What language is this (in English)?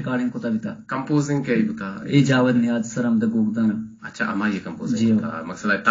Eastern Balochi